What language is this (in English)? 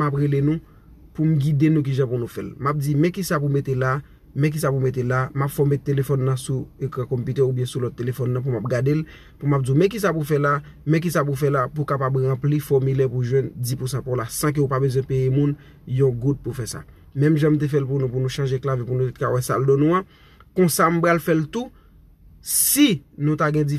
Haitian Creole